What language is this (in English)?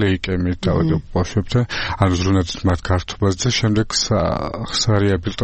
Georgian